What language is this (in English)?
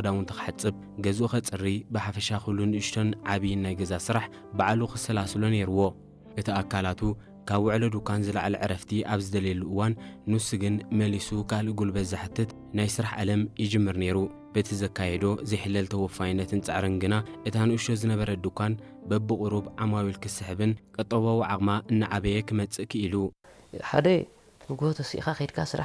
Tigrinya